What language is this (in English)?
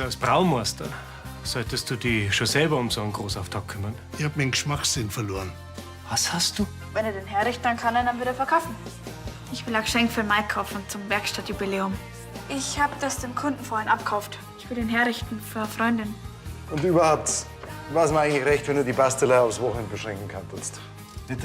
Bavarian